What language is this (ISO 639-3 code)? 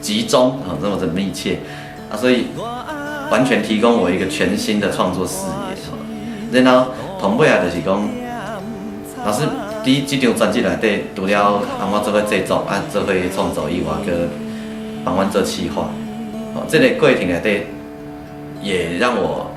nan